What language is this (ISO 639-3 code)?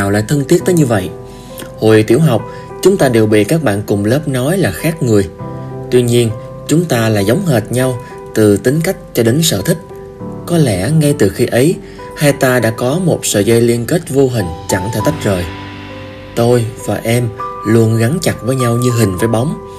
vie